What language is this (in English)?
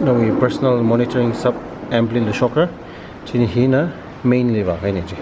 Tangkhul Naga (India)